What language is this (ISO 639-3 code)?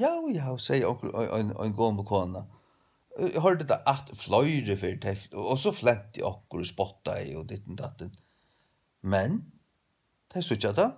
fao